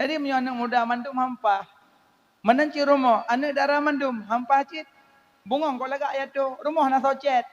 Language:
Achinese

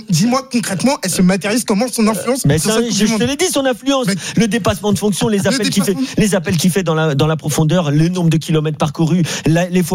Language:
French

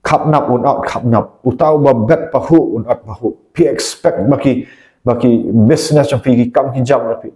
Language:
Khasi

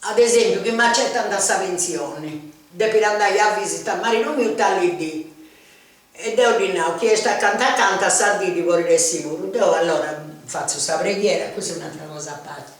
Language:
Sardinian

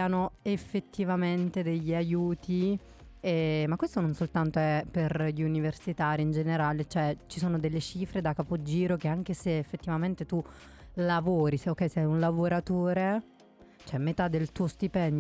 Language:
Italian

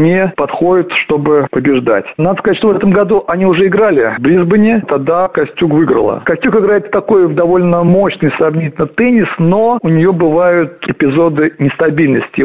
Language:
Russian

